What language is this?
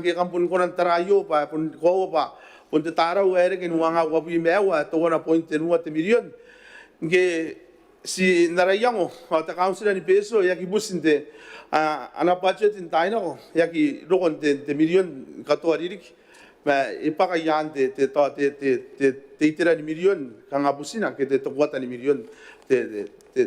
Gilbertese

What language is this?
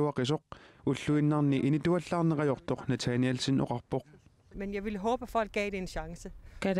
Kalaallisut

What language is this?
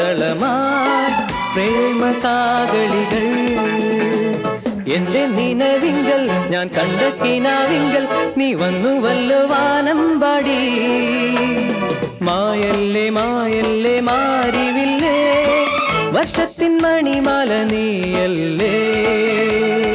Malayalam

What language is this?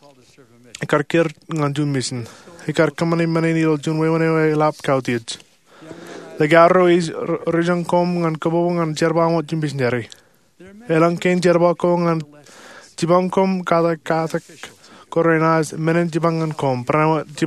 Marshallese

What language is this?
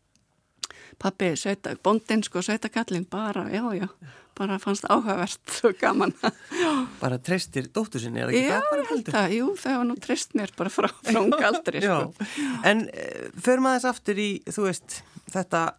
Icelandic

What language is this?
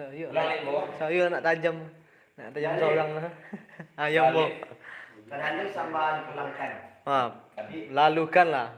Minangkabau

